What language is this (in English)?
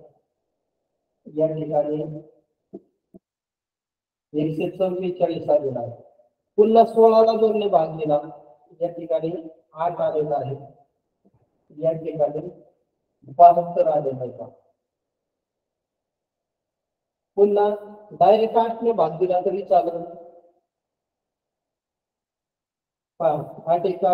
Marathi